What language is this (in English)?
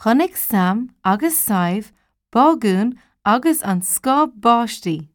Irish